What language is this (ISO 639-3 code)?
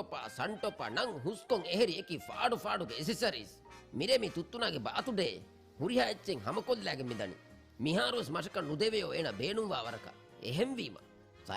div